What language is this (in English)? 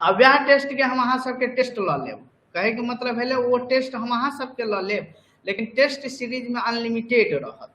Maithili